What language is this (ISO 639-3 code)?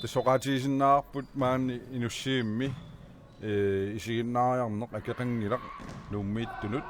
kal